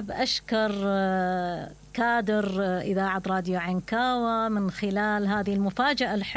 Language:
Mesopotamian Arabic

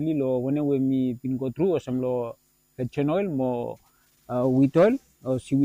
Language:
Bislama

